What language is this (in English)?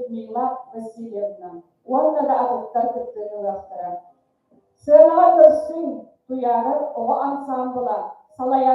Yakut